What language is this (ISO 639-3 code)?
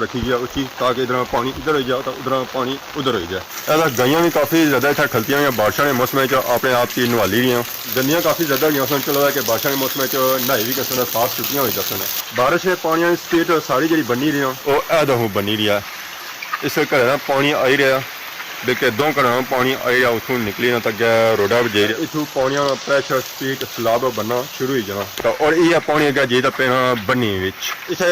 phr